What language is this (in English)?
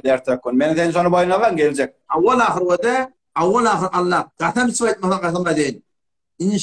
Turkmen